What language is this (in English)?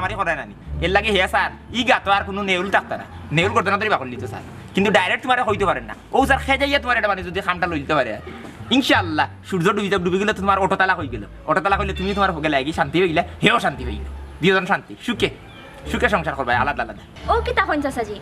Sylheti